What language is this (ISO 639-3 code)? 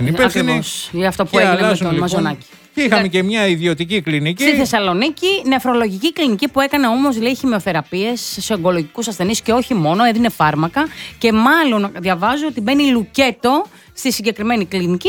ell